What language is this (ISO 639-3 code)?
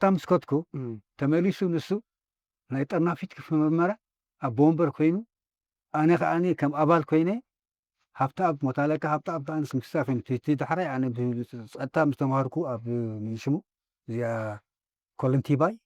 tir